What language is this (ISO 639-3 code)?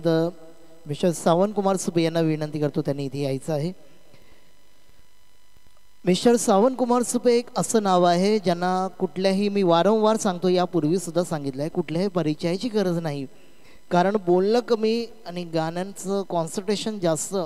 mar